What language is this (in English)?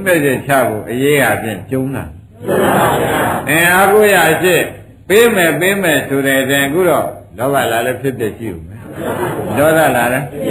Burmese